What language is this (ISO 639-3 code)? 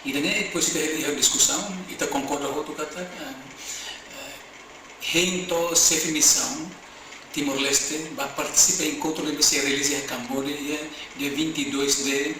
tet